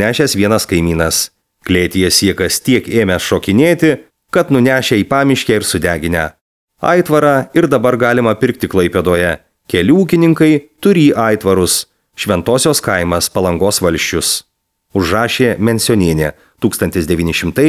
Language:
Lithuanian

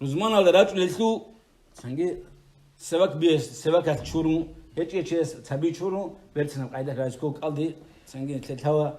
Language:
Avaric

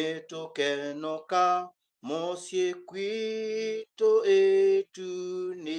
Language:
Kamba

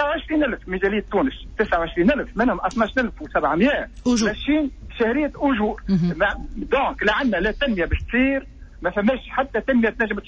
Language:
Tunisian Arabic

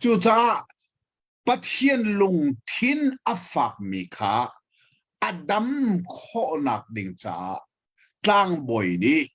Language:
Hakha Chin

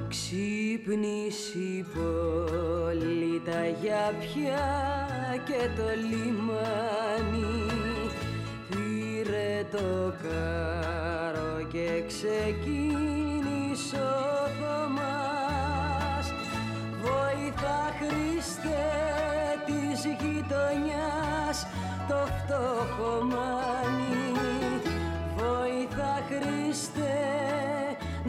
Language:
Greek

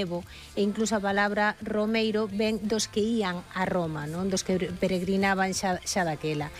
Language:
Galician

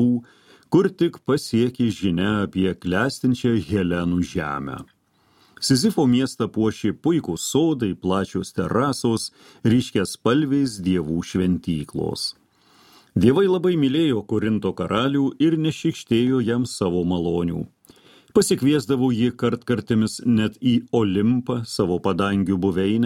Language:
Lithuanian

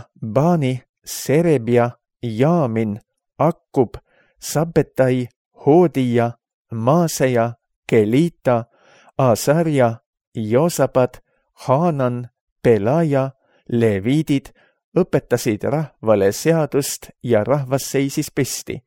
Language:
Estonian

